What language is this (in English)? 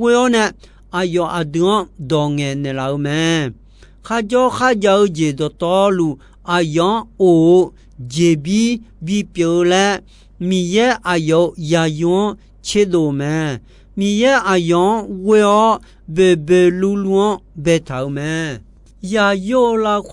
Akha